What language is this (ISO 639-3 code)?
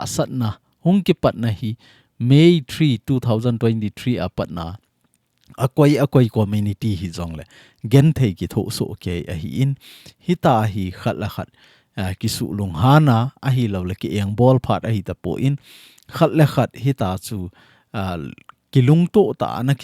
tcz